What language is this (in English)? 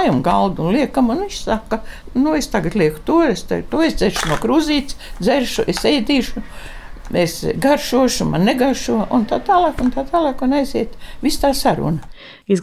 Latvian